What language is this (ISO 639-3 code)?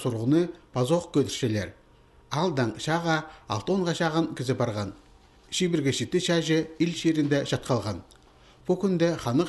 kjh